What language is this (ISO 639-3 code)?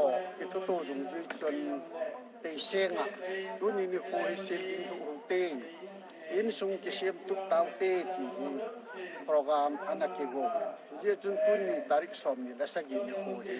tcz